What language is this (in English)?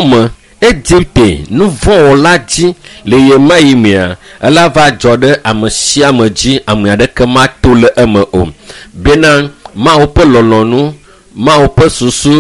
Ewe